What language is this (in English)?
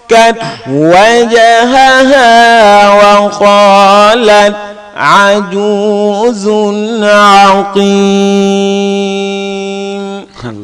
Fula